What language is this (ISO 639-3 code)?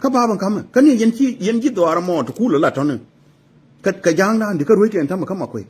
nus